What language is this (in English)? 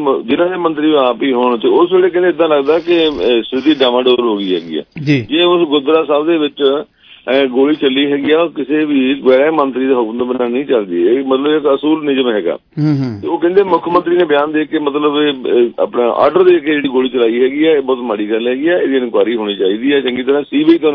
Punjabi